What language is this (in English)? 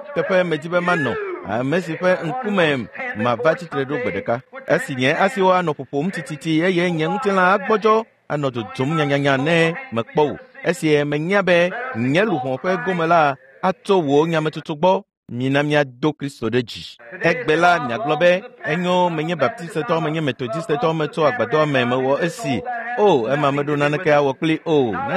Ewe